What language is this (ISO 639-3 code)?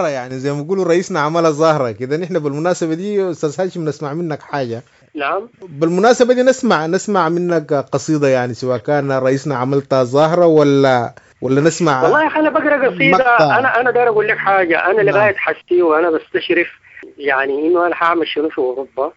apd